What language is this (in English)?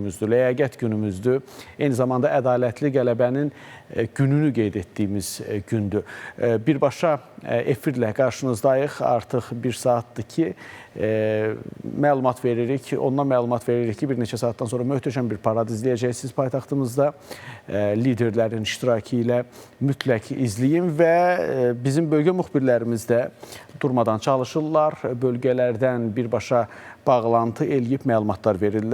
Azerbaijani